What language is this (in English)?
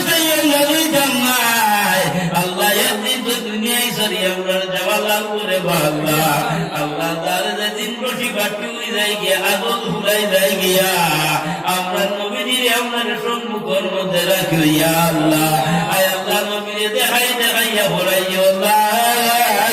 Sylheti